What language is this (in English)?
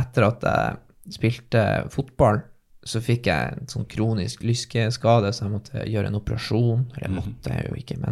Norwegian